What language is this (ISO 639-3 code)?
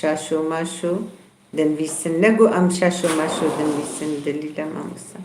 kur